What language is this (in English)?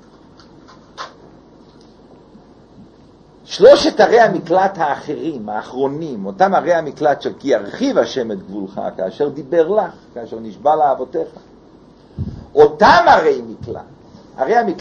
Hebrew